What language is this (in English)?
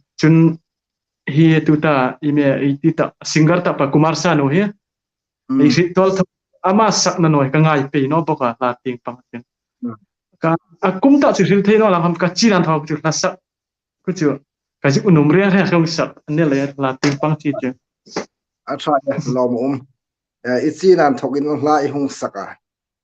Hmar